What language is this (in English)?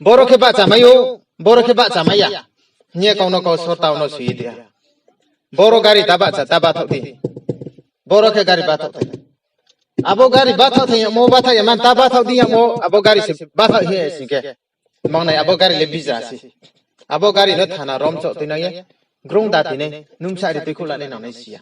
Riang (India)